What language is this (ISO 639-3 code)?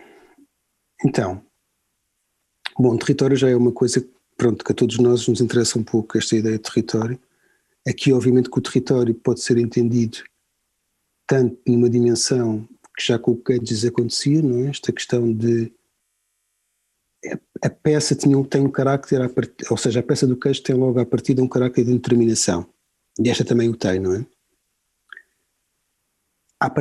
por